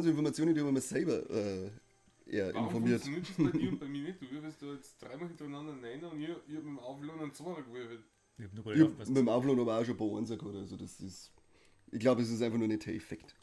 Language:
Bavarian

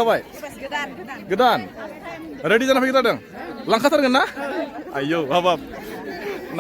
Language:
Bodo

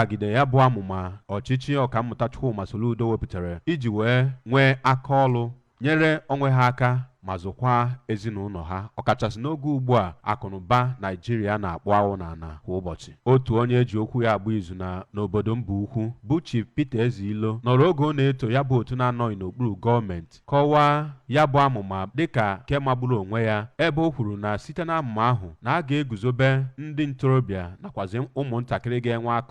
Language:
Igbo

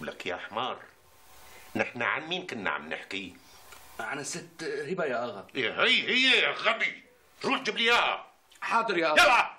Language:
North Levantine Arabic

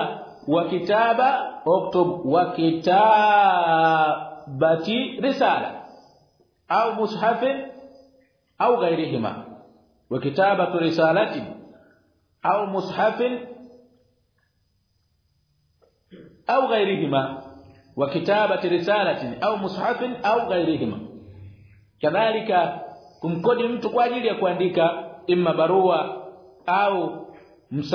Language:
Swahili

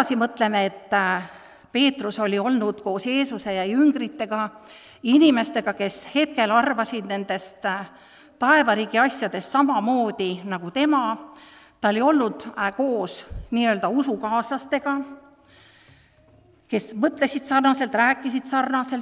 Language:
Estonian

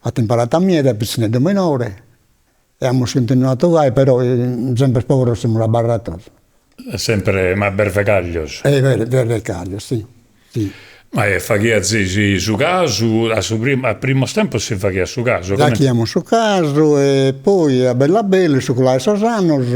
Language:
Sardinian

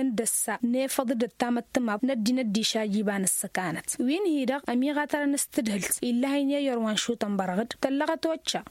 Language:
Tamasheq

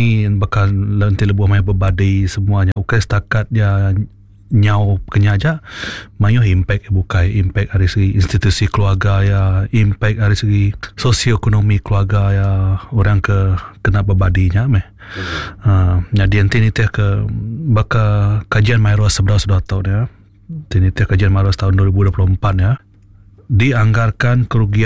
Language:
Iban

